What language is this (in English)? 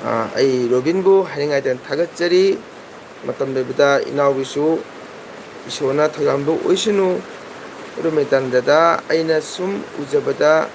Manipuri